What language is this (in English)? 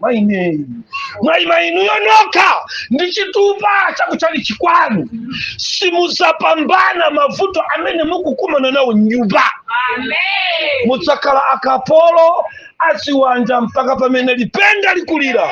Nyanja